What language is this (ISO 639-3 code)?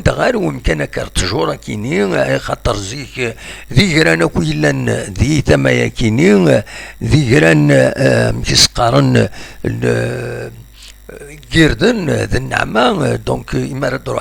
kab